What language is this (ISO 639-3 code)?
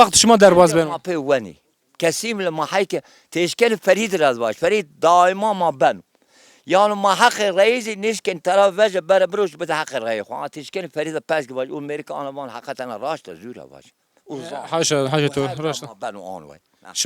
zza